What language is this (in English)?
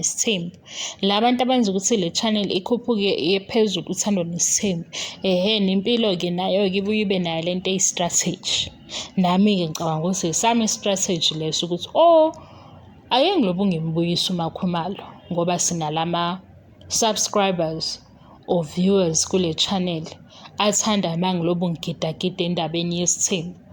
Zulu